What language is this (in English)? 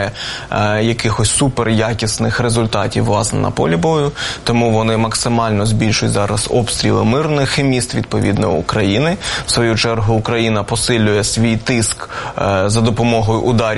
Ukrainian